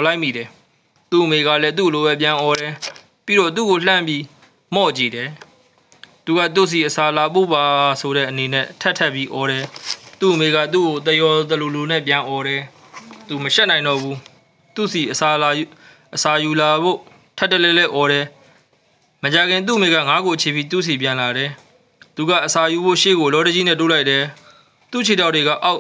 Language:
Burmese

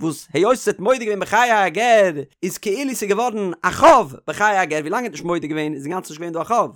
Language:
Yiddish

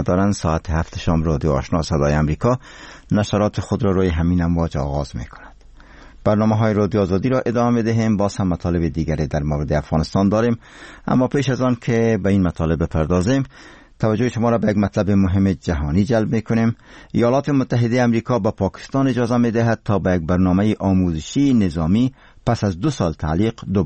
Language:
Persian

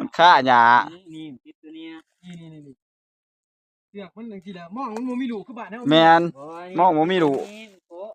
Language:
Northeastern Thai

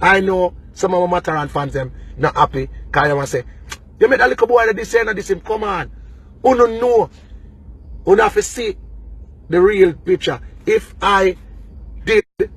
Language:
Jamaican Creole English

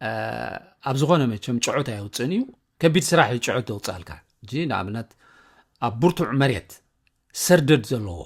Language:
Tigrinya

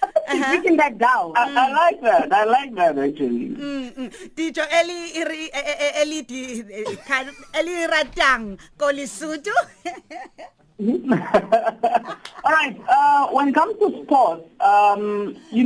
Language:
English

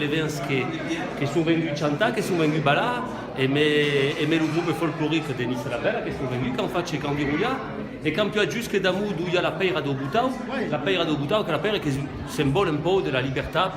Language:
Occitan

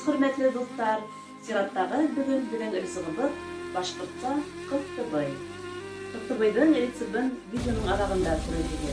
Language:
Bashkir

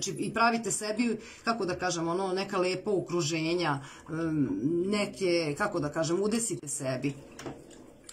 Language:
Serbian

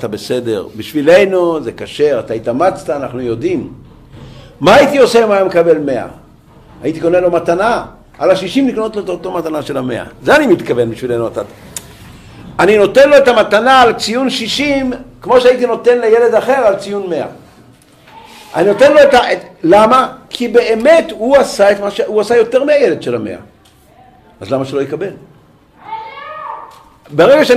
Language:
Hebrew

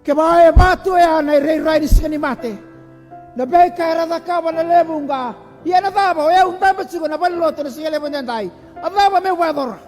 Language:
Fijian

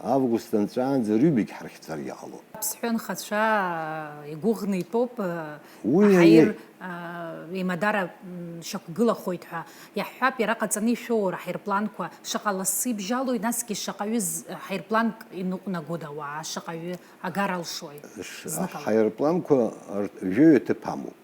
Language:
Abkhazian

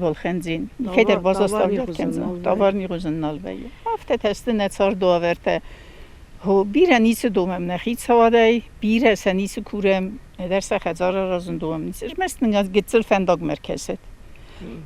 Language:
Ossetic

